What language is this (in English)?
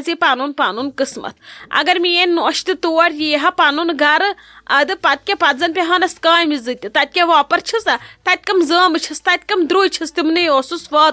Kashmiri